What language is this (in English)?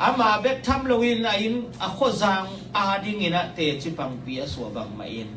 Tedim Chin